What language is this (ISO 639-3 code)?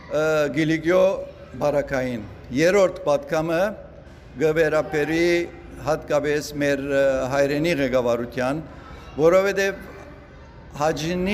hyw